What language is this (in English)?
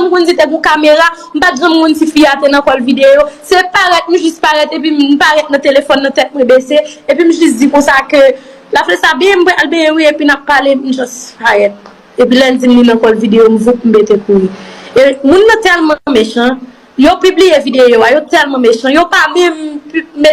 Haitian Creole